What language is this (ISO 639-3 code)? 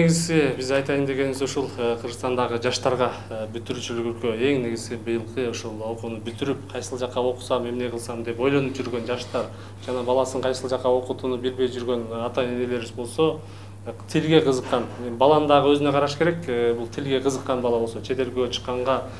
kir